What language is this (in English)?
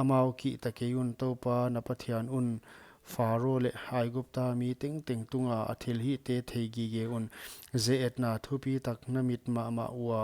Paite Chin